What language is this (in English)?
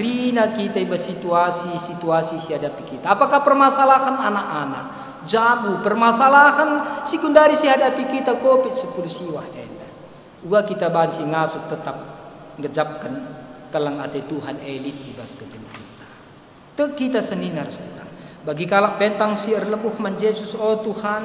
Batak Karo